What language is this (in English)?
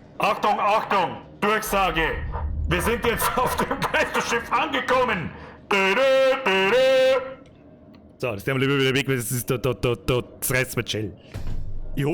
Bavarian